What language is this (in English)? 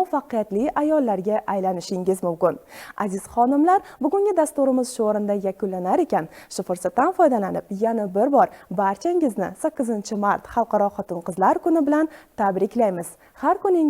Uzbek